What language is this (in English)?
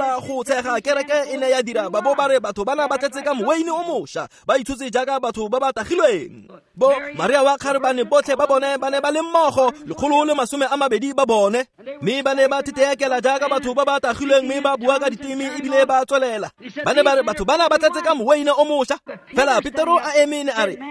Tswana